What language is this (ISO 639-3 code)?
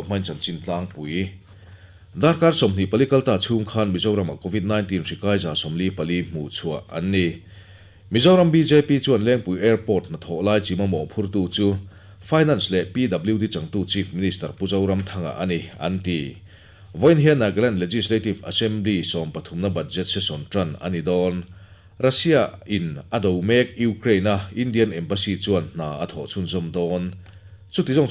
lus